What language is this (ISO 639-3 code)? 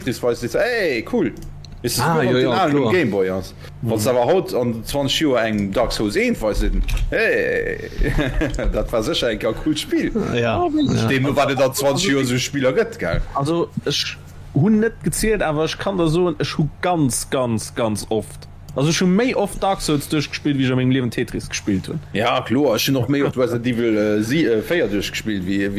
ltz